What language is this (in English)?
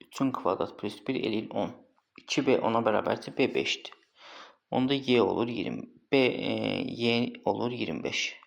Azerbaijani